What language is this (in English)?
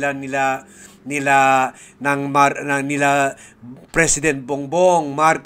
Filipino